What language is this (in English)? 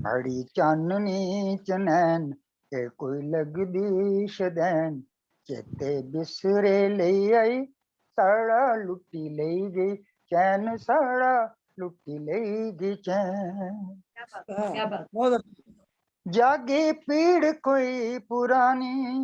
Dogri